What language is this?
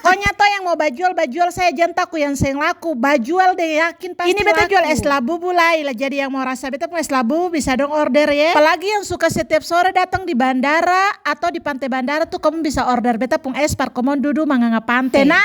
Ambonese Malay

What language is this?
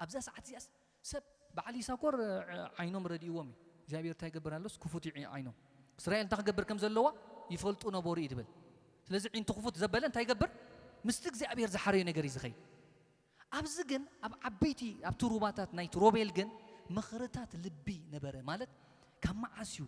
Tigrinya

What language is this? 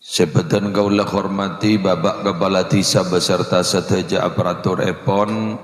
Madurese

